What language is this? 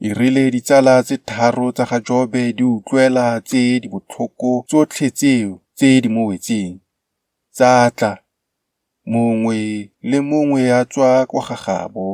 Tswana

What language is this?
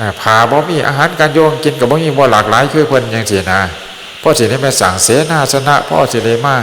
Northeastern Thai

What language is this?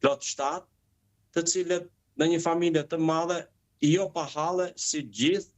Albanian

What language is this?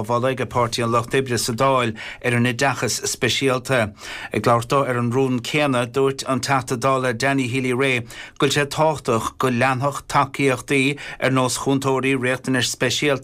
Irish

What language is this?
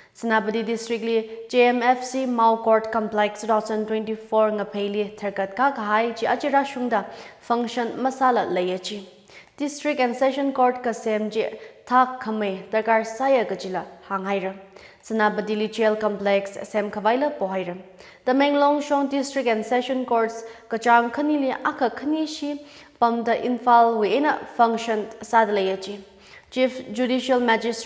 Tangkhul Naga (India)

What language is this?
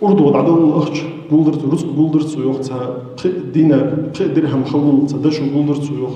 Ingush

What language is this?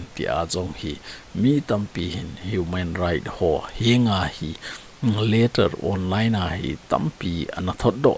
Thado Chin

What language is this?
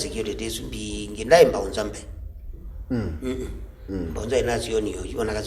Kamba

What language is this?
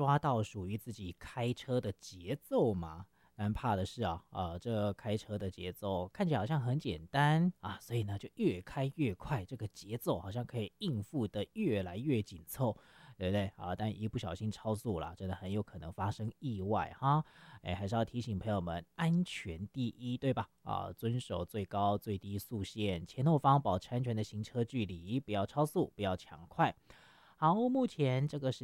Chinese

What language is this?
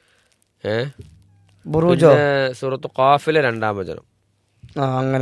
Malayalam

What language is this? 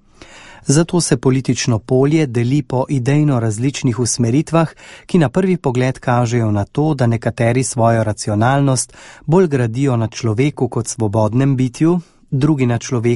Slovenian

